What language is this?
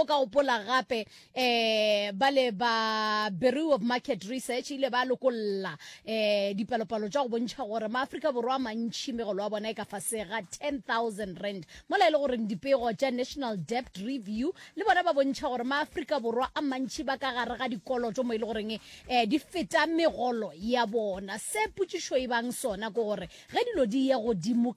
Northern Sotho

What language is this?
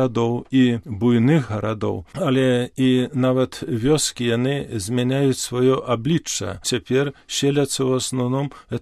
Belarusian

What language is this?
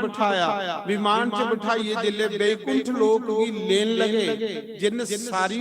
Dogri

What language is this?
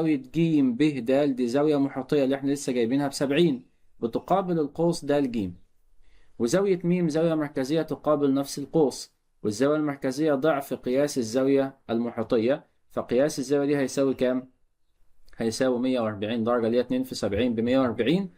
Egyptian Arabic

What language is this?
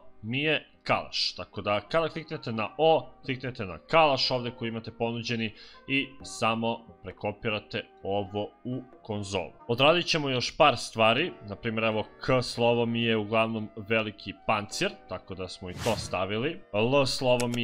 Serbian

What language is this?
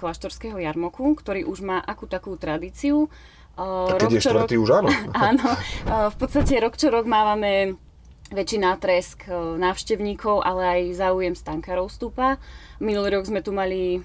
Slovak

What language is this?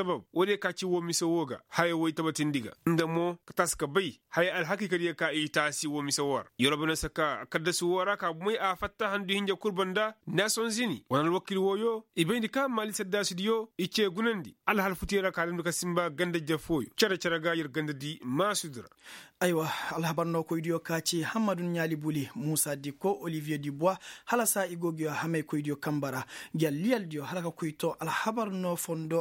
Koyraboro Senni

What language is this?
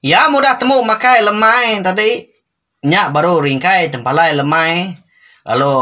Iban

